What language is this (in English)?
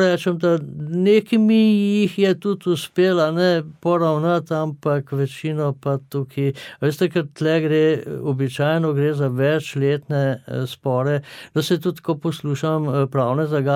Slovenian